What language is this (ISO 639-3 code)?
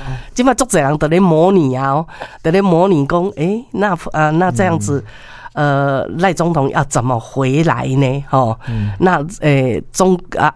nan